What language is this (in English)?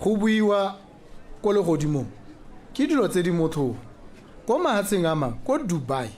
Tswana